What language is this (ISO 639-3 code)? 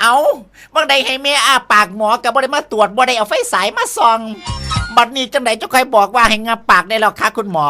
tts